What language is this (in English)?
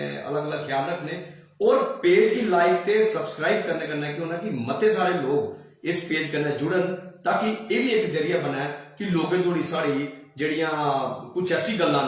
Dogri